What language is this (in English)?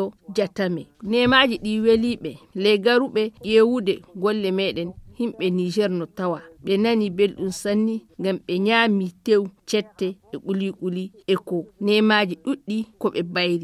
Fula